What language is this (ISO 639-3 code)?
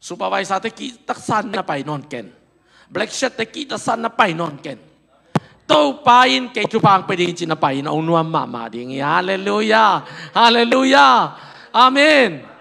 ctd